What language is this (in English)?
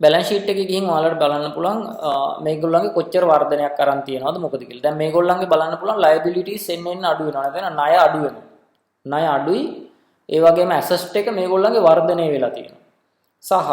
Sinhala